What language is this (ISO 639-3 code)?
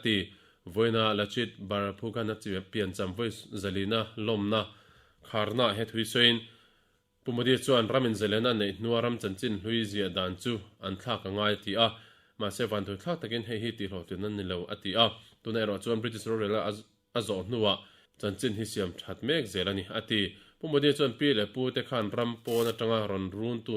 lus